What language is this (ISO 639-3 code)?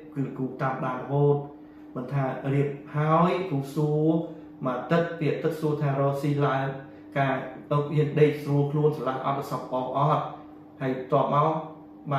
khm